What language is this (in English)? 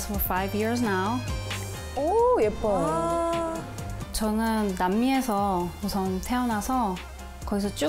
Korean